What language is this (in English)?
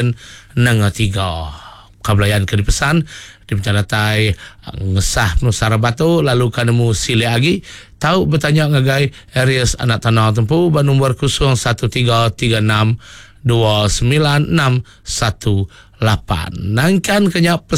Iban